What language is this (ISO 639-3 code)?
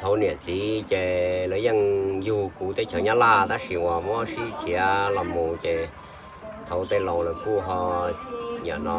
hmn